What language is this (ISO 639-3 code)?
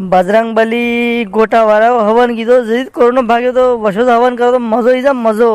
raj